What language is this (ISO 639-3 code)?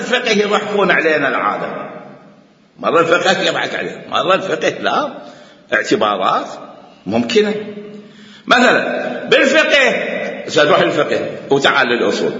acm